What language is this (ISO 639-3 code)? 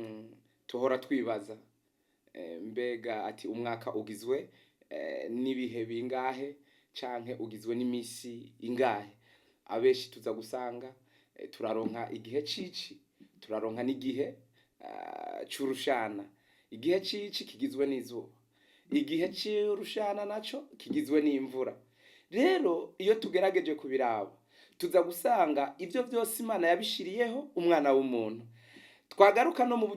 run